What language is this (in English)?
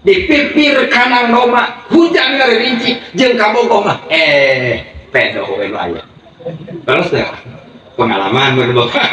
Sundanese